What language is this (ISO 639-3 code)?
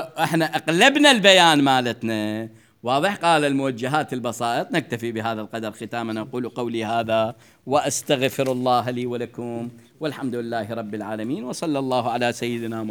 acm